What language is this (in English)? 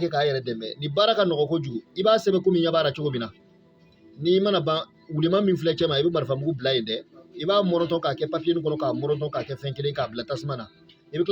Bambara